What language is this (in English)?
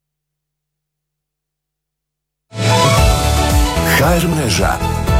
Croatian